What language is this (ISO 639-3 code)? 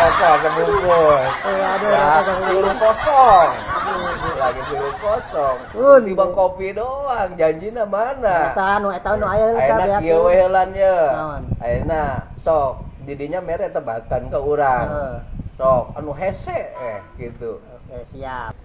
sun